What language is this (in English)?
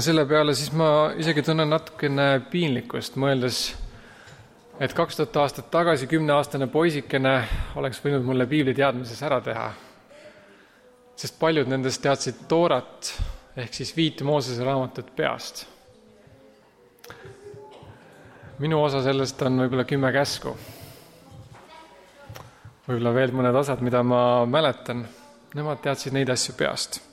Estonian